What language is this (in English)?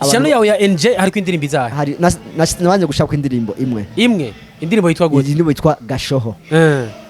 Rundi